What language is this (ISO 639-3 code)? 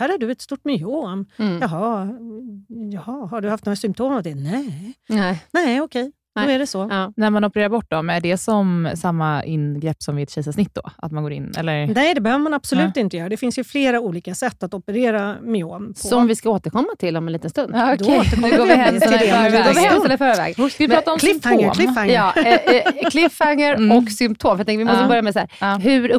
swe